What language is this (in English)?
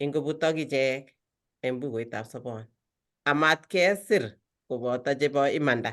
Kalenjin